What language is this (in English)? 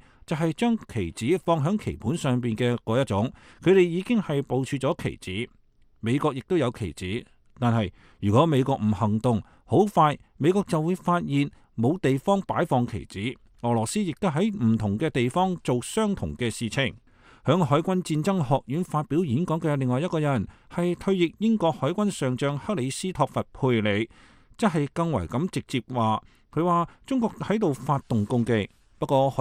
Cantonese